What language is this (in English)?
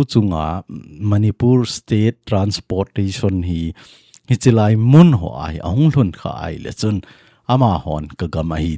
Thado Chin